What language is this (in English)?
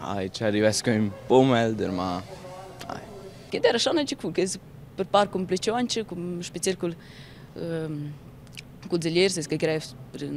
Romansh